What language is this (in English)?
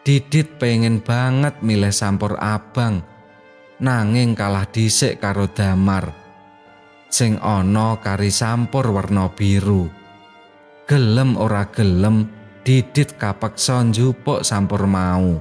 Javanese